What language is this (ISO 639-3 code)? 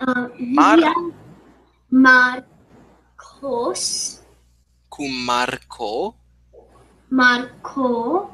lat